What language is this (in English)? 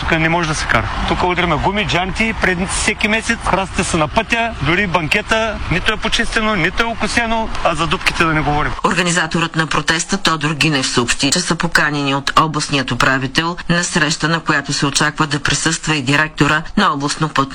Bulgarian